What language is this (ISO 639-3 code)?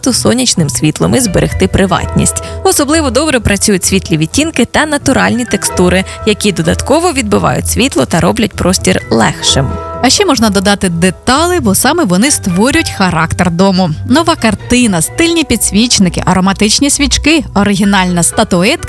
ukr